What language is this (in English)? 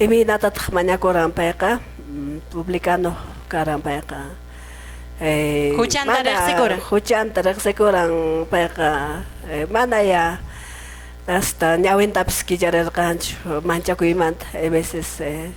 Quechua